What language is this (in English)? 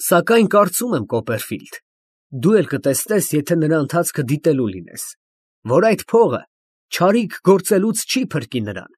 Armenian